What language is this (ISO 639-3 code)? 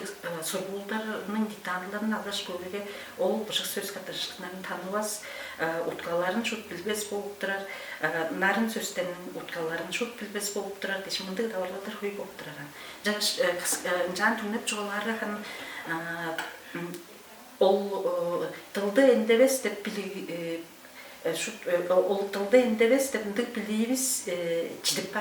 tyv